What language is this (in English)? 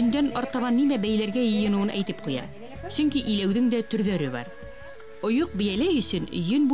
Bashkir